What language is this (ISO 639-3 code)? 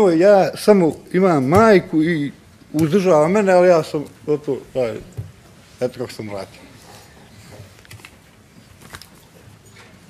bos